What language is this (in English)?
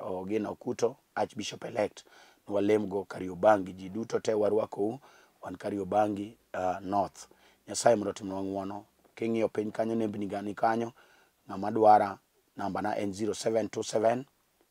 Luo (Kenya and Tanzania)